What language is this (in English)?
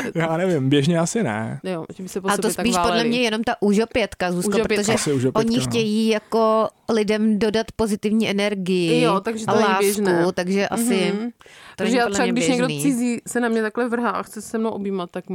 Czech